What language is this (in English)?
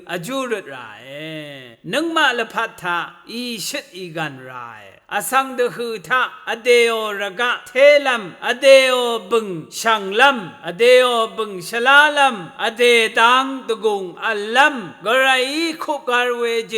Rawang